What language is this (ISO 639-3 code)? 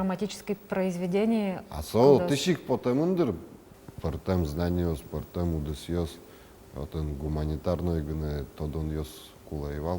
udm